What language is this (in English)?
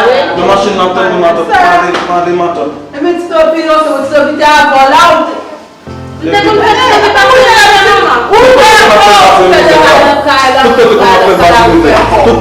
Haitian Creole